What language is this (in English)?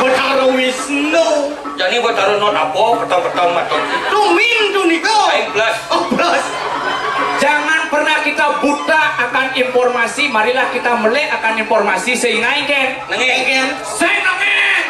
Balinese